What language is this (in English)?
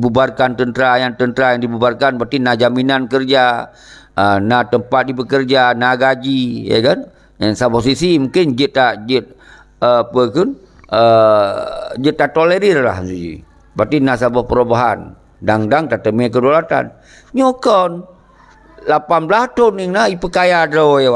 Achinese